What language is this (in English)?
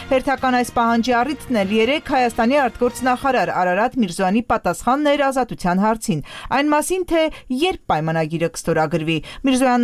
Armenian